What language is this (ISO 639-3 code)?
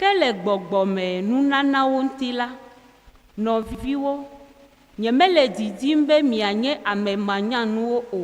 ewe